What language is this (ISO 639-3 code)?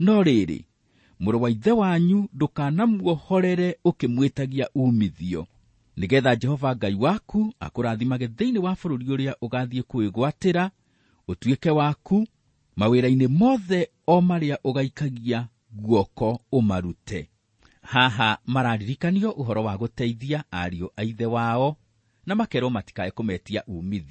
kik